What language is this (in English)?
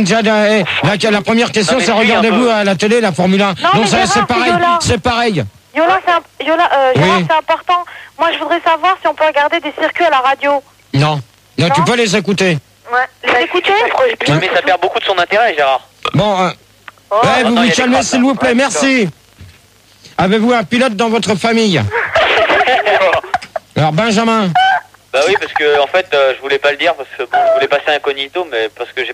French